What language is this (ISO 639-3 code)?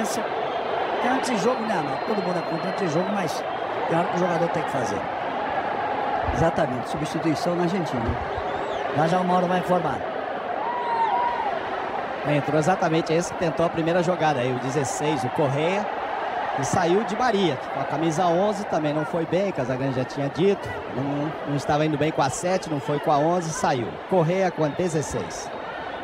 por